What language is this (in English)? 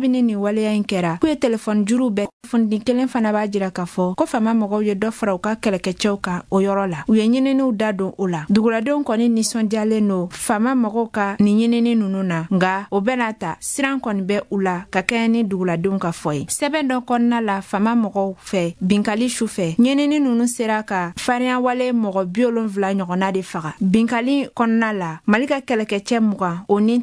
Bambara